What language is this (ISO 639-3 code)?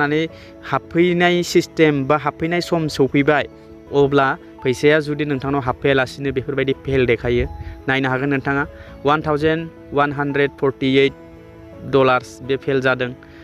brx